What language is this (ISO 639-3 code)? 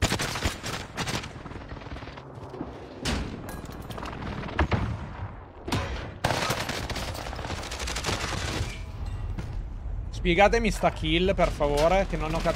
ita